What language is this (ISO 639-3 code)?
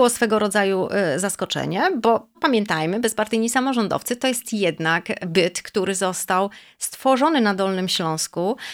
pol